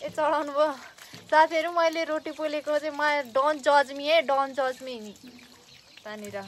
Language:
Nepali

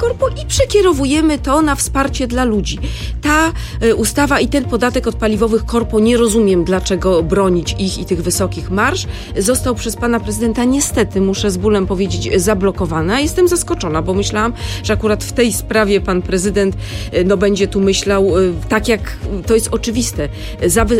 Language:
Polish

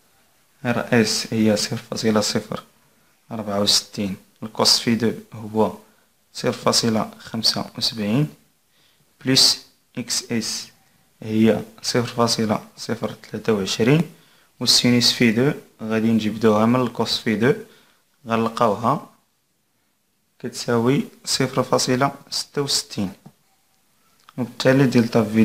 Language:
Moroccan Arabic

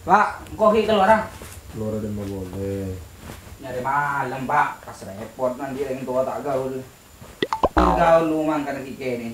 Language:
Madurese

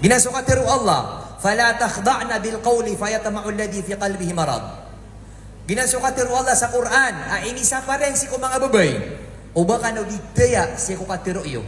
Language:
Maranao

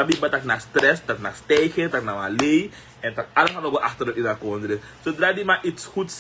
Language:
Sranan Tongo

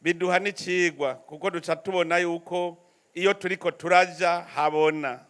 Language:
Rundi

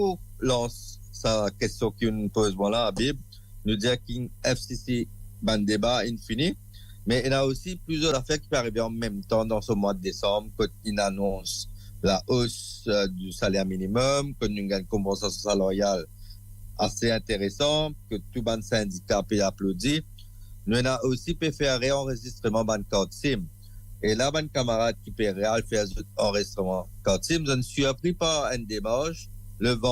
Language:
Morisyen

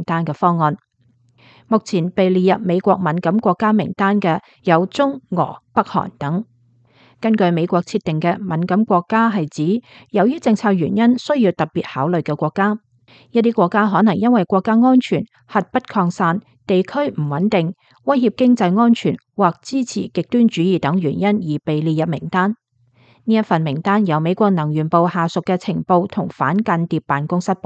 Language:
Cantonese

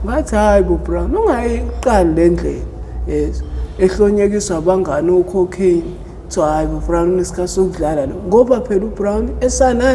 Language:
Zulu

